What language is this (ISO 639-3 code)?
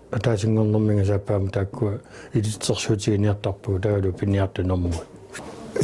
kal